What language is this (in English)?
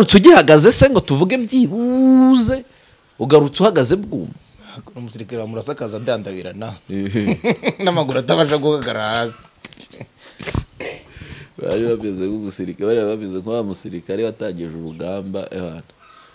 Kinyarwanda